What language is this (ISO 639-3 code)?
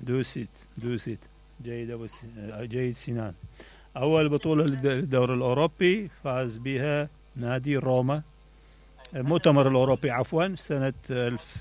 acm